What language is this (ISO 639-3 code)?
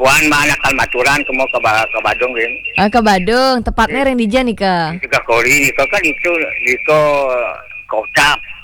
ban